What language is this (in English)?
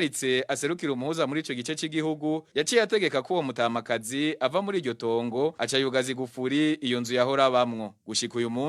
Rundi